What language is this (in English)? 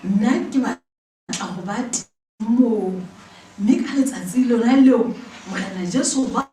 Southern Sotho